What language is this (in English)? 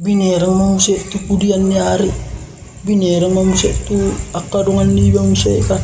Batak Toba